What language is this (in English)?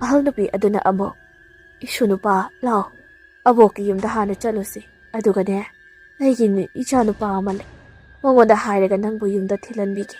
Manipuri